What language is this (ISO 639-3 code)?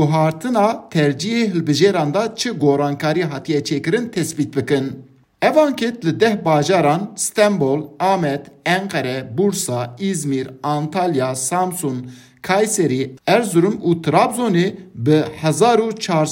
kur